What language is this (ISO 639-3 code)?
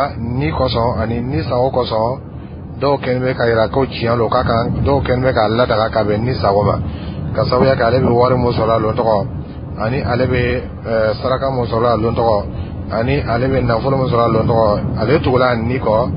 dyu